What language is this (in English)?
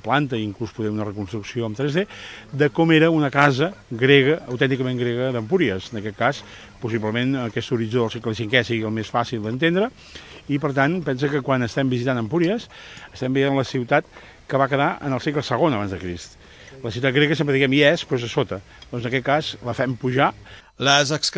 Catalan